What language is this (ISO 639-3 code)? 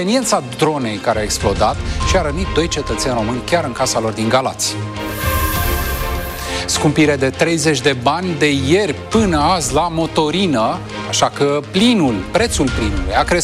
ron